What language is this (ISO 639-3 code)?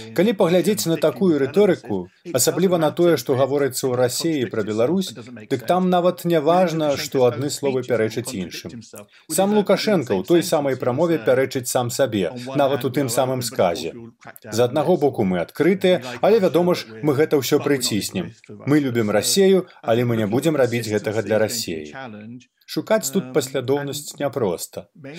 bel